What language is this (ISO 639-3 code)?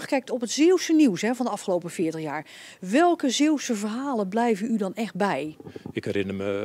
nld